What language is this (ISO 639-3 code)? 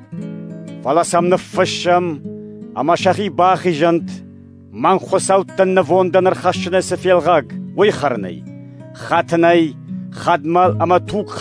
oss